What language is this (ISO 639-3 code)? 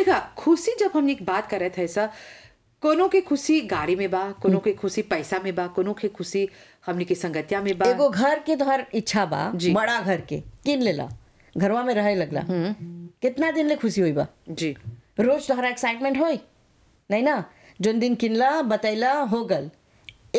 bho